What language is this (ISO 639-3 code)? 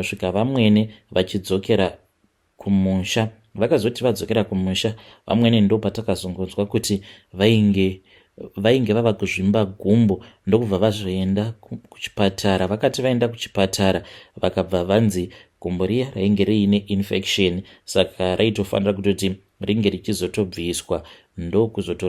sna